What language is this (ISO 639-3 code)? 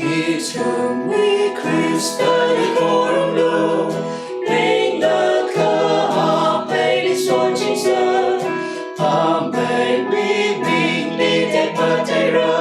nmf